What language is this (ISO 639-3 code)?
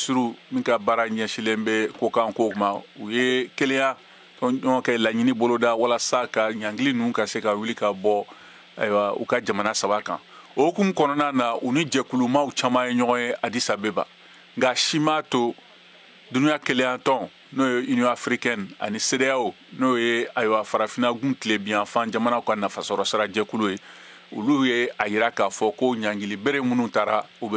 bam